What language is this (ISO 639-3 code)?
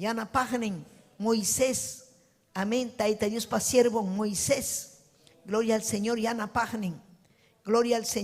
quy